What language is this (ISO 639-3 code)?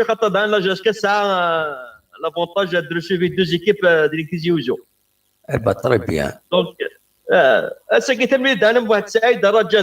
kab